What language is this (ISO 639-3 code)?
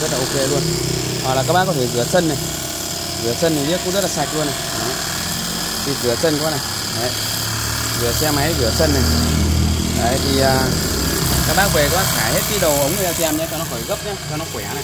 vie